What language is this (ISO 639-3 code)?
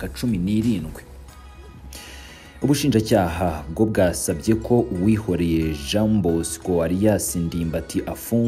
kin